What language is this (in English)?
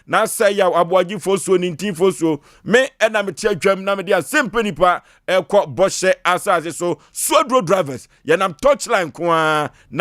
Akan